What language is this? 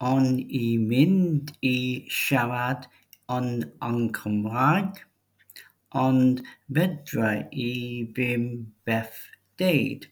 Welsh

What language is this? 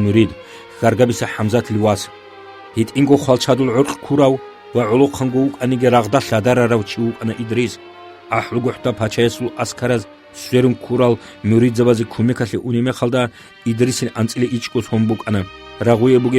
Avaric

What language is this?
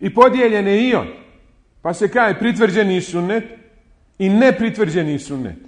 Bosnian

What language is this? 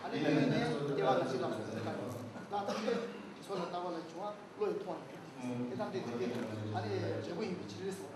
Tibetan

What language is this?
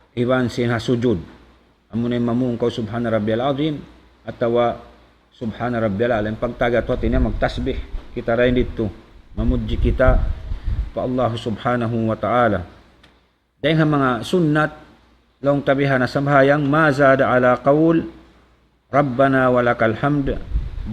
Tausug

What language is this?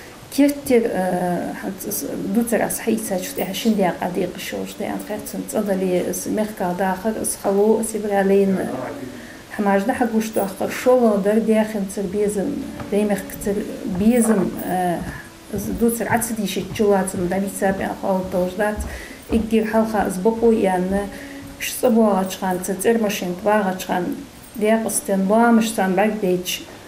Ingush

